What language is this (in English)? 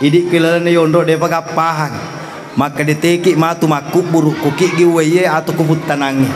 Buginese